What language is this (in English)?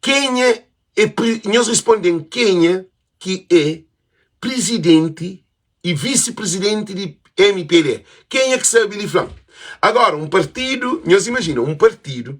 Kabuverdianu